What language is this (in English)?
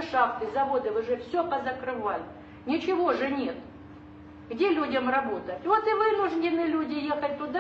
Russian